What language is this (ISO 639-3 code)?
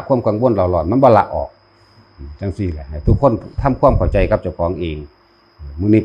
tts